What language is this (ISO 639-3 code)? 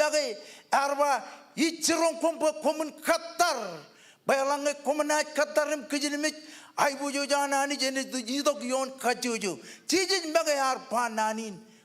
mah